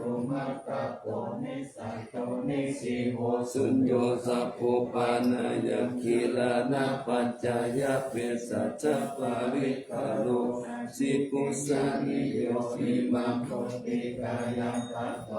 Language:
Pali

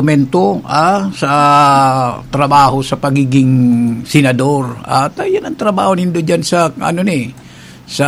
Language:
Bikol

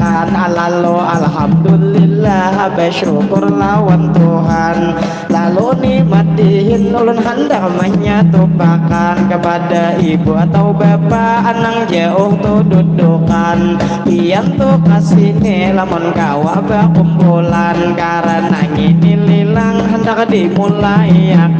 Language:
Banjar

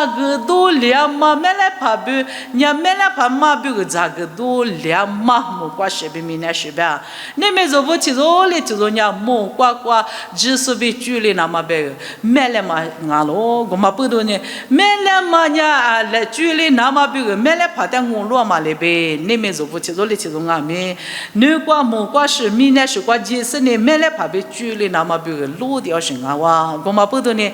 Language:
Lisu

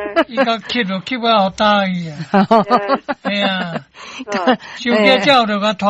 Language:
Min Nan Chinese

